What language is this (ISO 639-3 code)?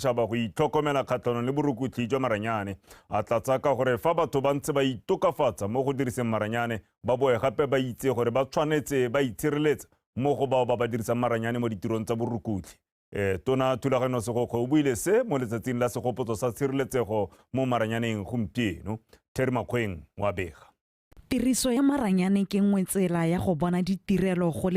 tsn